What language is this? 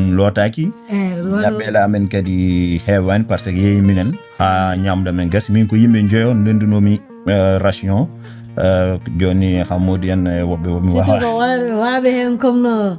Fula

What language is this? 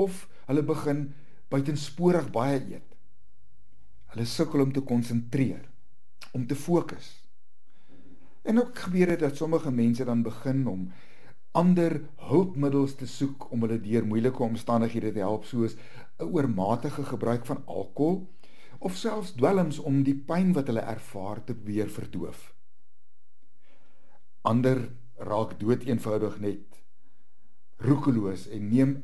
Afrikaans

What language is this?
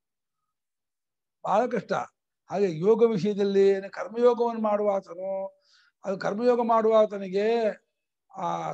Kannada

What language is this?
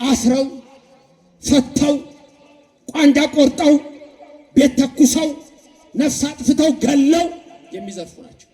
Amharic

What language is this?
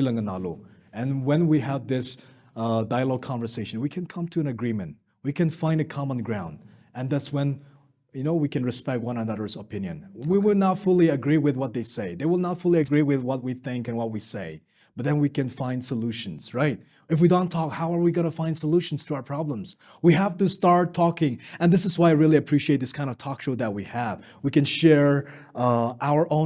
Tangkhul Naga (India)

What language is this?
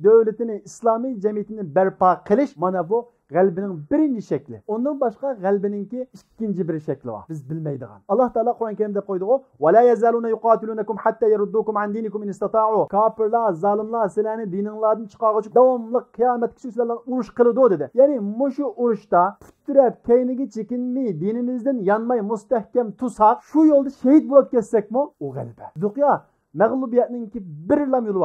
Uyghur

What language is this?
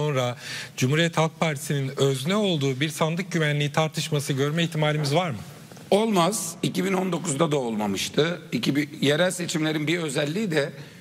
Turkish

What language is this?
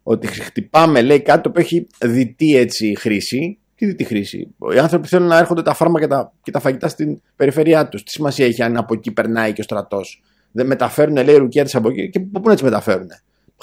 Greek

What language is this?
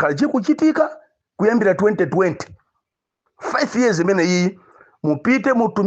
Nyanja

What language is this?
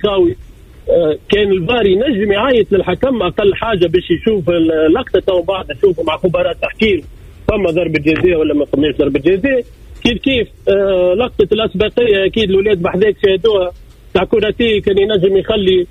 Tunisian Arabic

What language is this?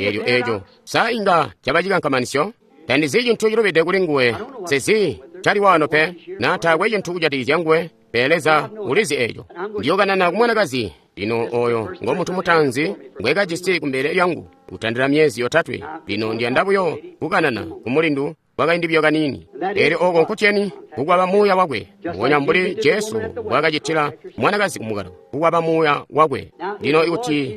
Tonga (Zambia)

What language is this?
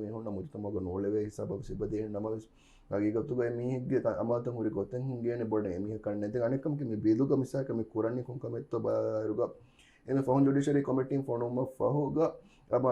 Divehi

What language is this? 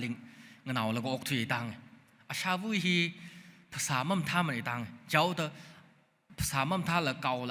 Tangkhul Naga (India)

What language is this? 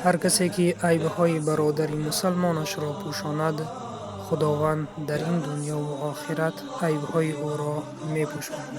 Tajik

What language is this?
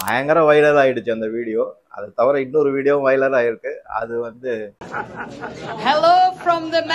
Tamil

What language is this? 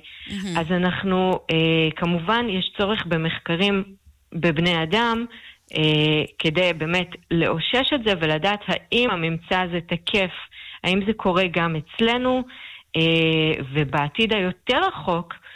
Hebrew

